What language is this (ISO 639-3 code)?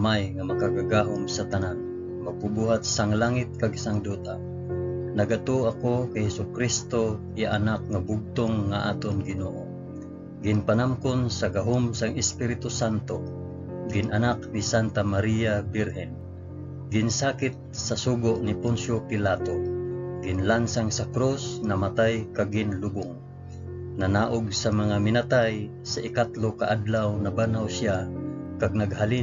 hil